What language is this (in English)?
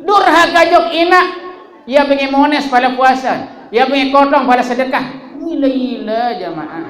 Sasak